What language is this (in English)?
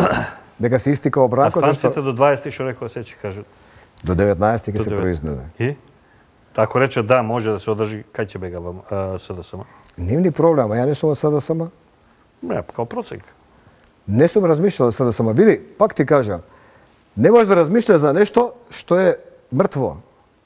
Macedonian